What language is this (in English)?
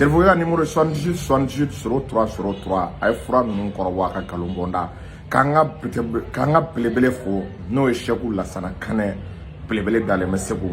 Bambara